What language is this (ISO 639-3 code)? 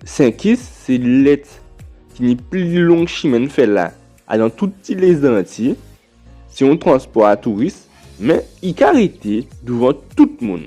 gcf